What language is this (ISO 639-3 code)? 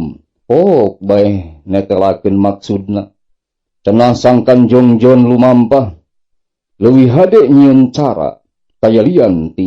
sun